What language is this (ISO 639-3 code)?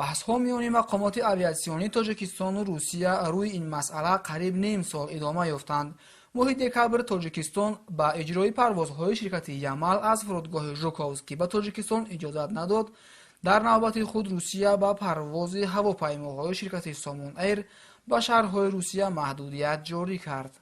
tgk